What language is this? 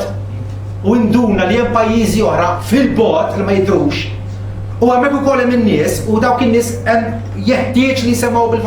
Maltese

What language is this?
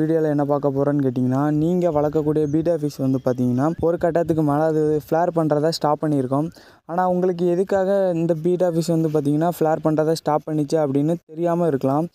Tamil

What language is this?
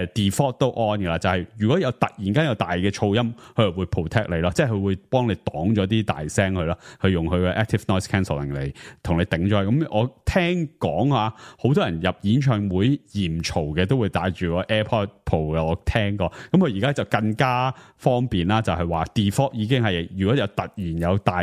Cantonese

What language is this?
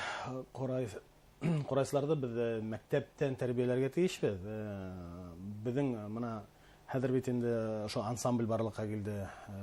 Bashkir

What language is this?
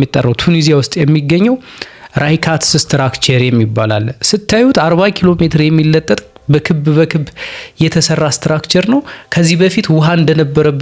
Amharic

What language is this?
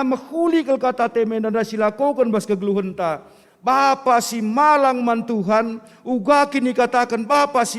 Batak Karo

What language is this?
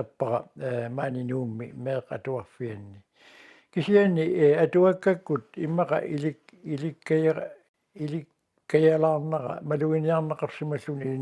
Kalaallisut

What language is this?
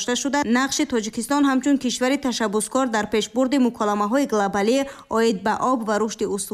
Tajik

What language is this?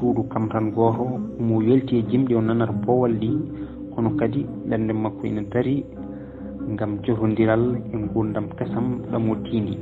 Fula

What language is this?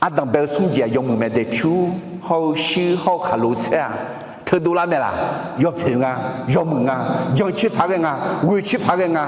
Akha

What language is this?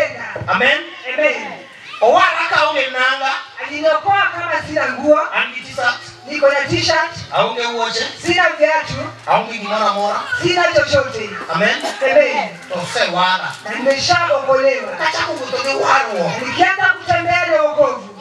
Luo (Kenya and Tanzania)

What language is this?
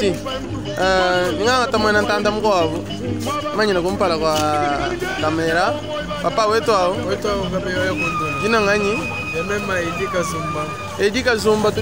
Luba-Lulua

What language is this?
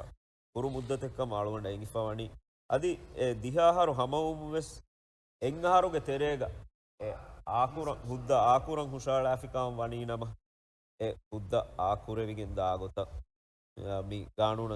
Divehi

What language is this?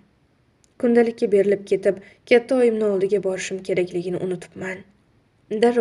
Uzbek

